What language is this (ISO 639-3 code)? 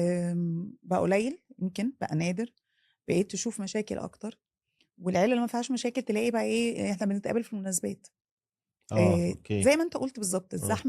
arz